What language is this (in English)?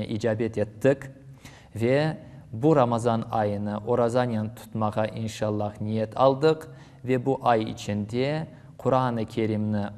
Crimean Tatar